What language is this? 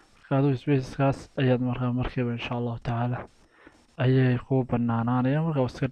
Somali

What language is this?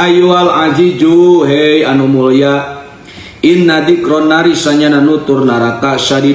Sundanese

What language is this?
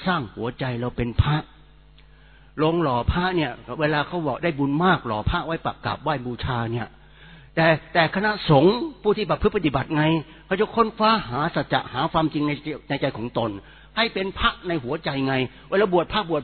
Thai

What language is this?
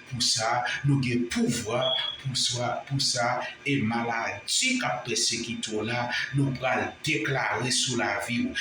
Haitian Creole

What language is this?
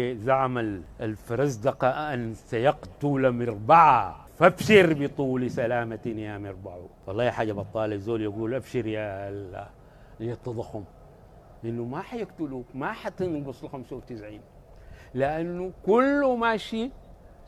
Sudanese Arabic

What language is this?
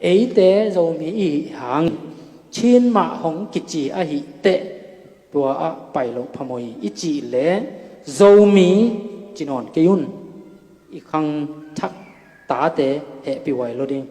Tedim Chin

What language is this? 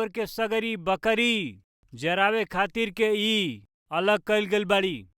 Bhojpuri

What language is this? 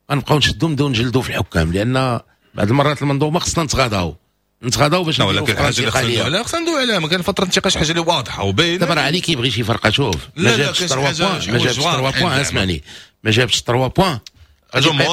Moroccan Arabic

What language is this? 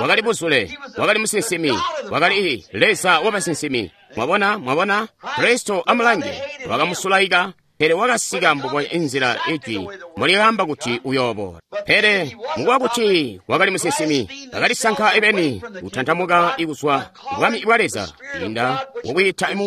Tonga (Zambia)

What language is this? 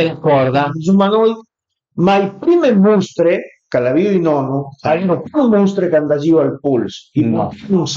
Piedmontese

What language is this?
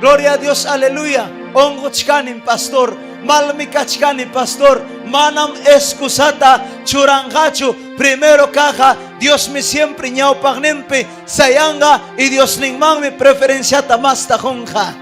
Ayacucho Quechua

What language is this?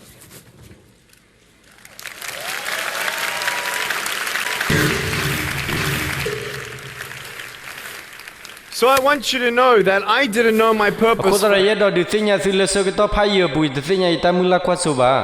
S'gaw Karen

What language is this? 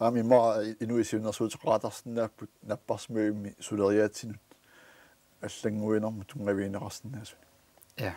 Kalaallisut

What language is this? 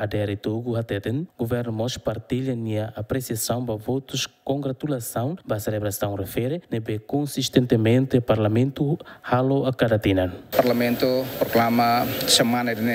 Tetum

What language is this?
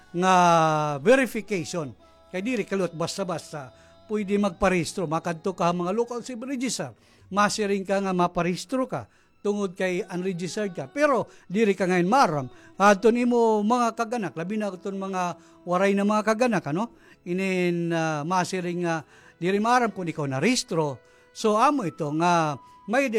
Waray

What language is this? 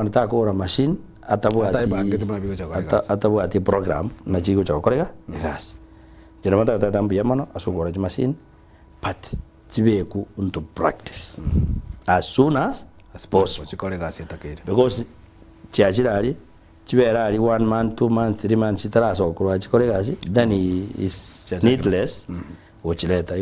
Gusii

